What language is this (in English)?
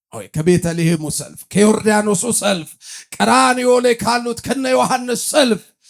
Amharic